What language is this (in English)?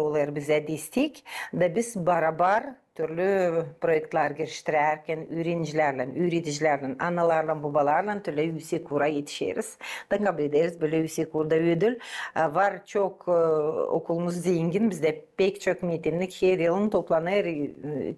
Gagauz